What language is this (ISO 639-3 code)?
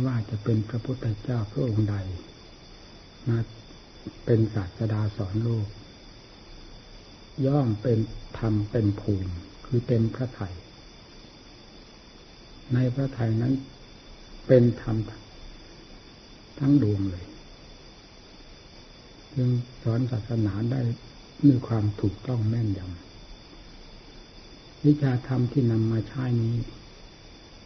tha